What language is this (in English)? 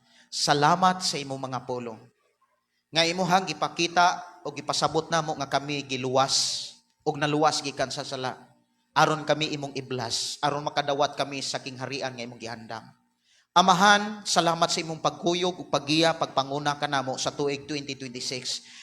Cebuano